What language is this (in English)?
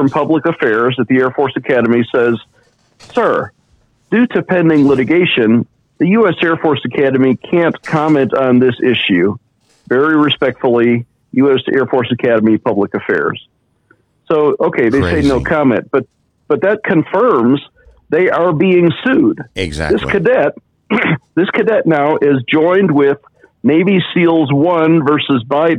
English